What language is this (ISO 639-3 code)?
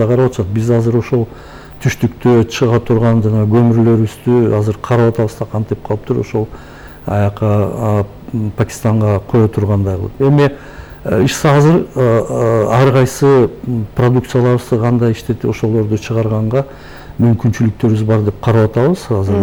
kir